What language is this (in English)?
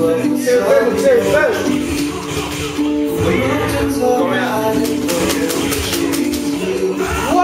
Swedish